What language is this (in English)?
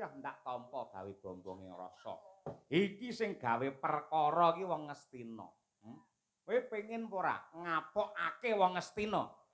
Javanese